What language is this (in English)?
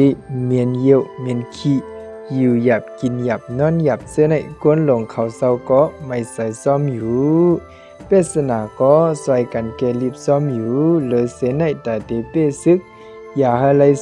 Shan